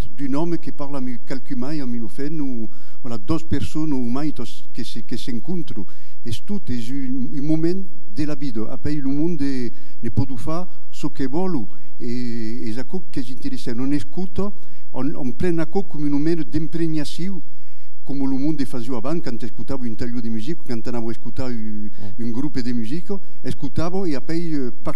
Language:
Occitan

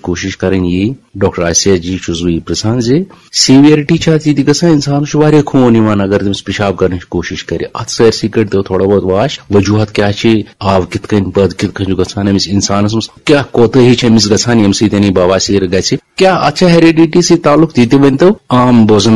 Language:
Kashmiri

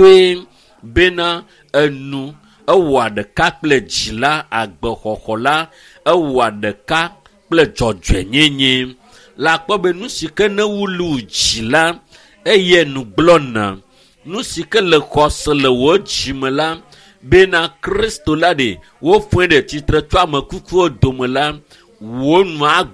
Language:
Ewe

